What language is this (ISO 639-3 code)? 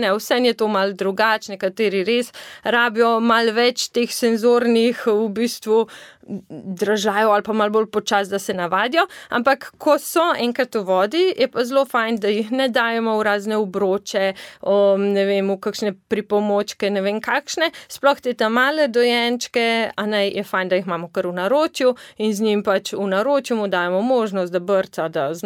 slv